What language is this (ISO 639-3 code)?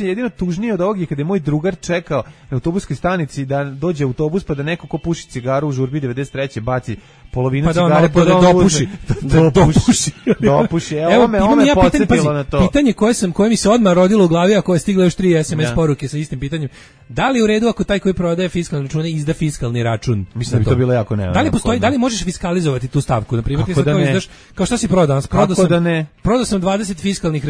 srp